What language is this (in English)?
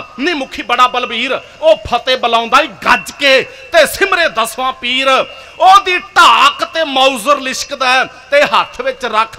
Punjabi